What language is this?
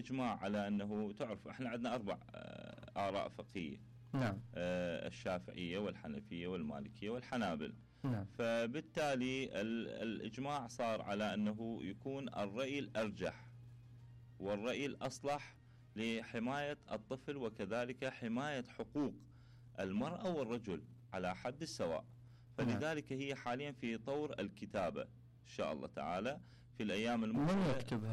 Mesopotamian Arabic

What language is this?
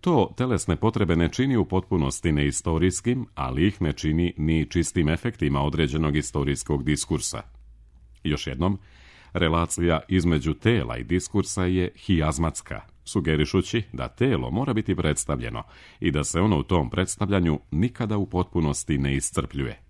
Serbian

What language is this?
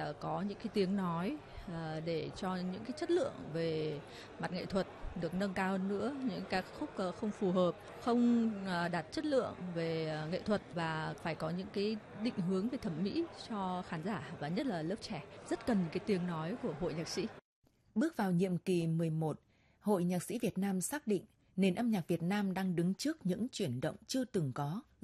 Vietnamese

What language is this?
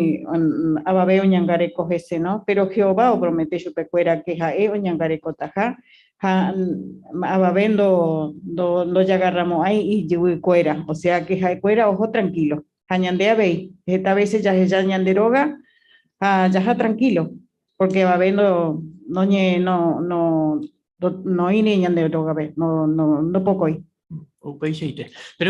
Guarani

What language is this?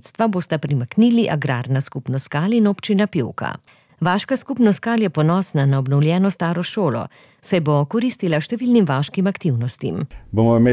Slovenian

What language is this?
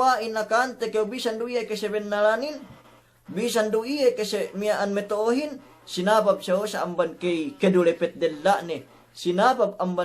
Yakan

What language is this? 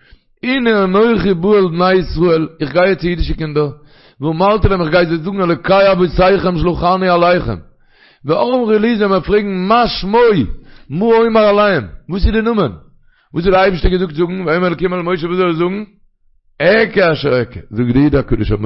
Yiddish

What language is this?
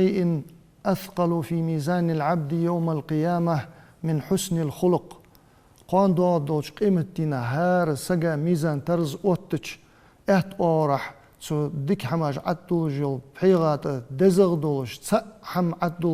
Ingush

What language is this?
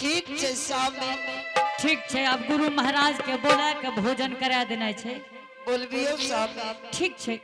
Angika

